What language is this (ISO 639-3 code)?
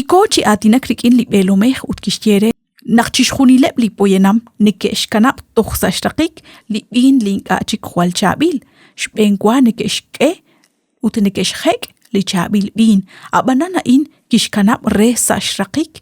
kek